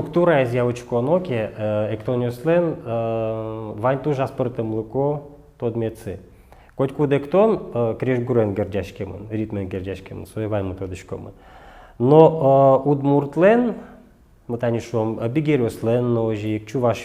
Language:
Udmurt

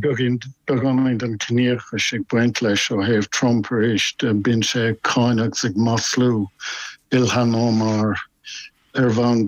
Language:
Irish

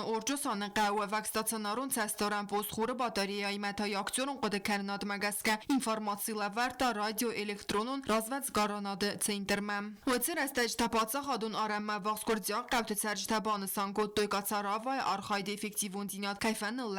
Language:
Ossetic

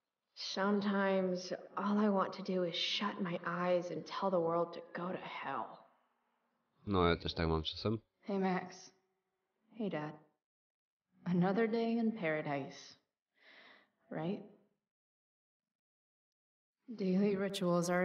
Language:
Polish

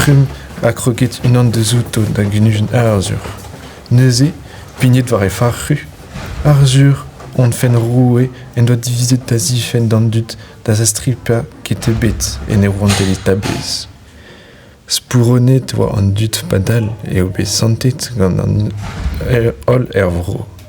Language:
Breton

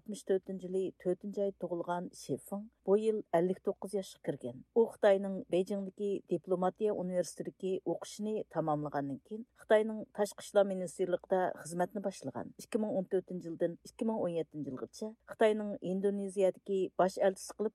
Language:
Uyghur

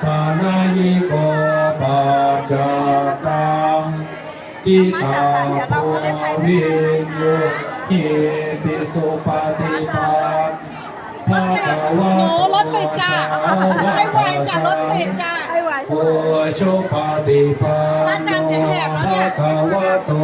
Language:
Pali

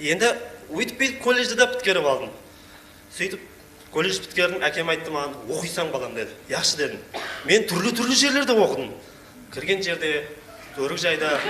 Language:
Kara-Kalpak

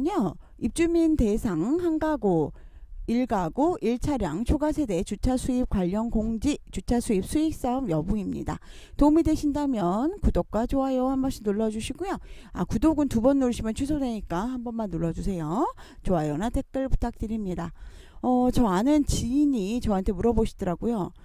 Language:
Korean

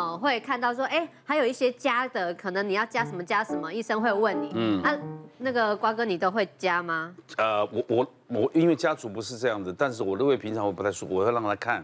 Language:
Chinese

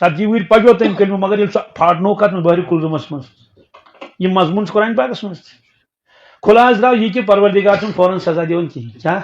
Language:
Kashmiri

